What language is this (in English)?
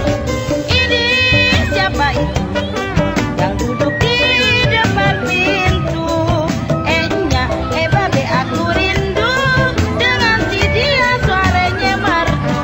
Betawi